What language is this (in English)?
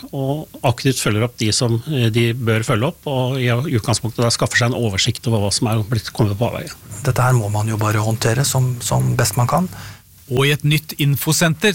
Norwegian